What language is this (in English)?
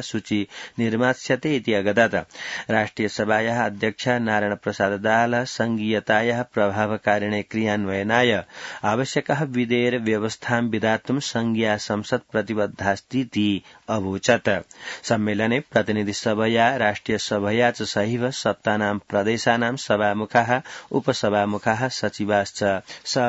Sanskrit